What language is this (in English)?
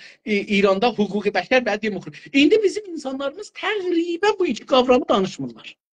South Azerbaijani